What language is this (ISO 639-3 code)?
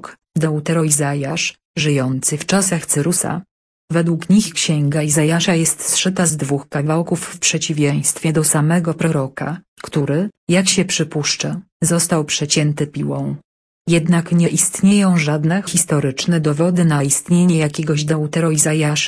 pol